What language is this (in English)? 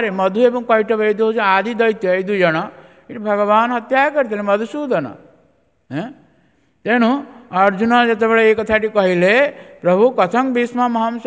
Odia